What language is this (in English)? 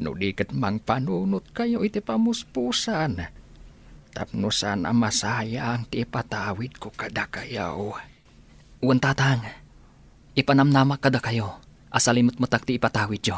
Iloko